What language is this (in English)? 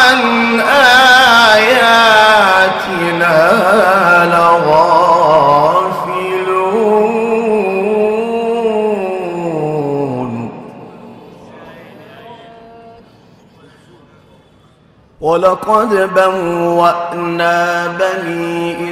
Arabic